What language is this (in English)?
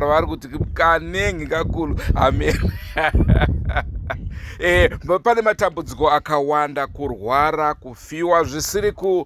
Shona